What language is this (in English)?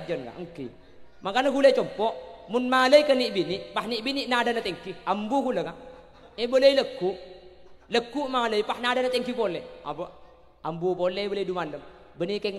Madurese